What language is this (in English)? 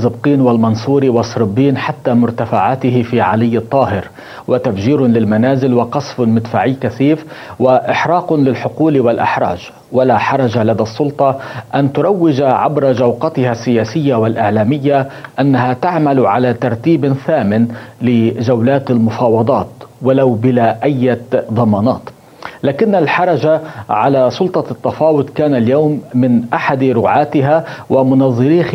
Arabic